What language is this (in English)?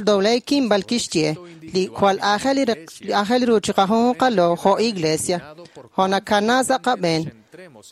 Kekchí